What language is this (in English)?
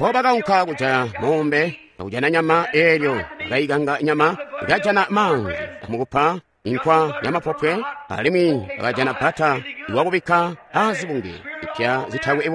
Tonga (Zambia)